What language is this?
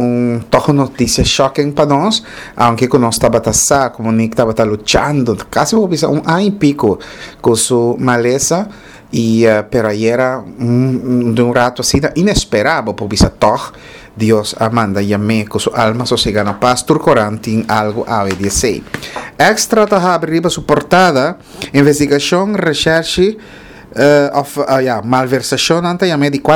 Papiamento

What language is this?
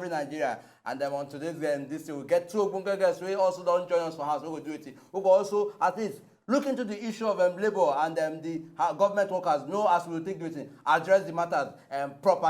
Nigerian Pidgin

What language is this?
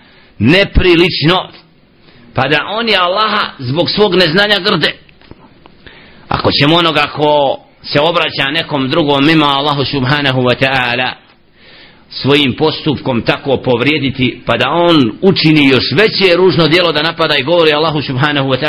Bosnian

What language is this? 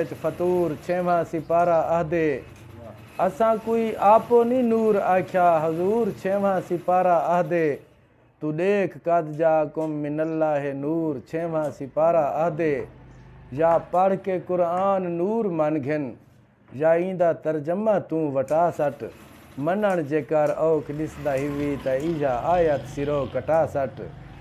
Saraiki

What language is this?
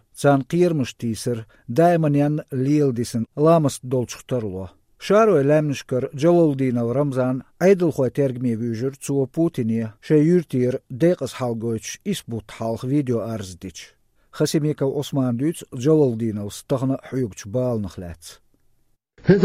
Chechen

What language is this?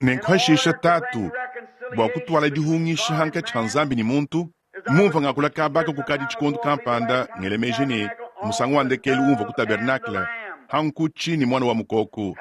Luba-Lulua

